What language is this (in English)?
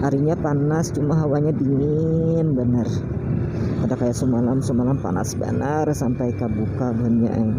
Banjar